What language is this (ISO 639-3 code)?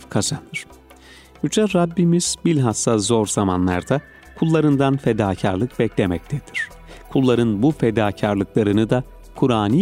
tur